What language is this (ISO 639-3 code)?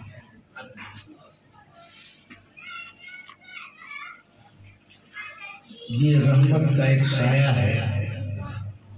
urd